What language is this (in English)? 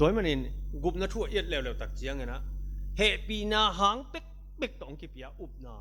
Tedim Chin